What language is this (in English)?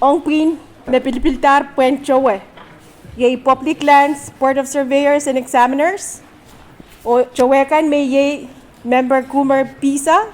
Pohnpeian